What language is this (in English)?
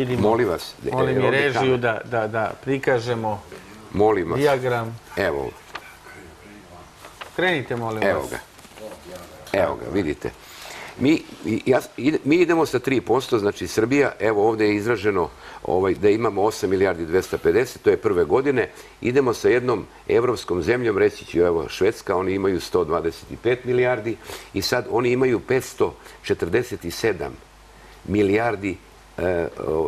Serbian